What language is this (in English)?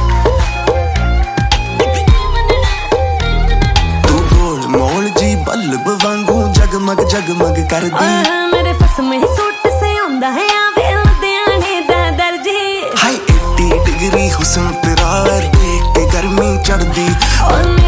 Punjabi